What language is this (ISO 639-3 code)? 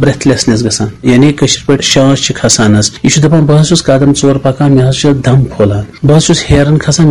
kas